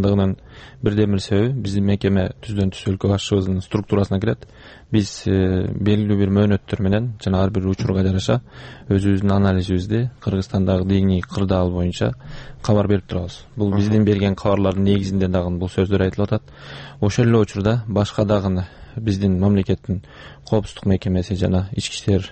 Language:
Kyrgyz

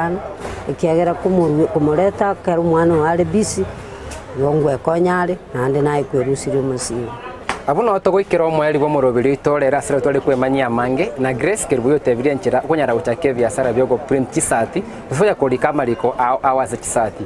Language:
Gusii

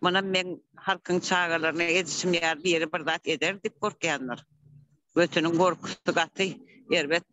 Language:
Turkmen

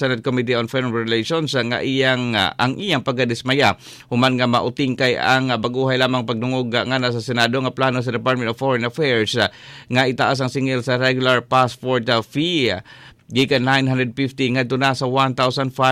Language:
Cebuano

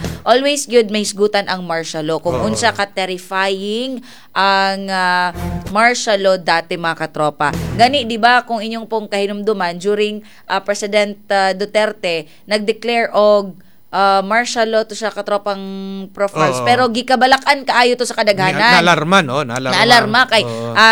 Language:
Cebuano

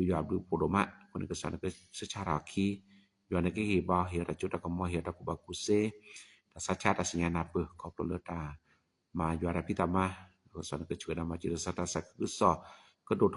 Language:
S'gaw Karen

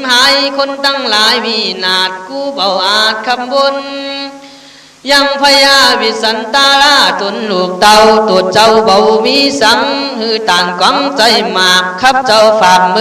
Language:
Khün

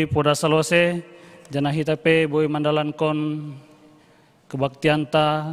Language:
Batak Simalungun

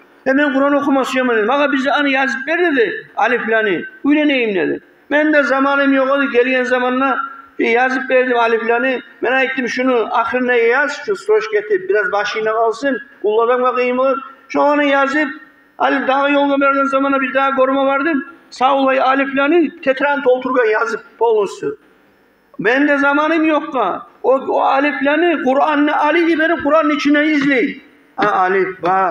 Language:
Kumyk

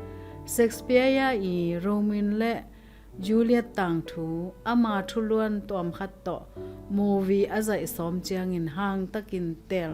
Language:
Tedim Chin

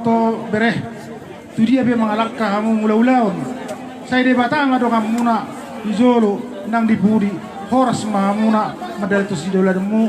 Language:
Batak Toba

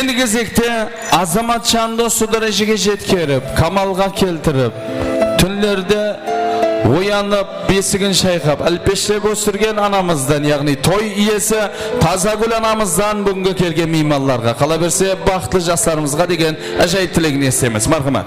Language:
Kara-Kalpak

